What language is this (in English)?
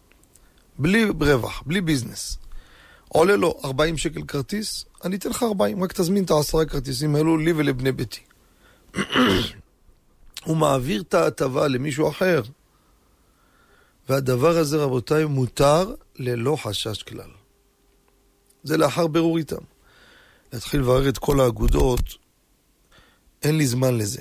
Hebrew